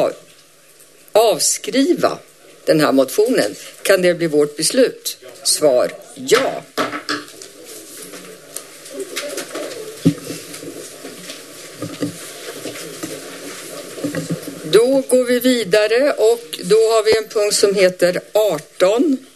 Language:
Swedish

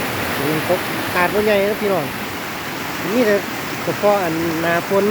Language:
Lao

